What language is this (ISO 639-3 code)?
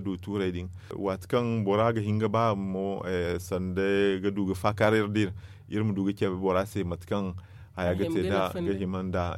dje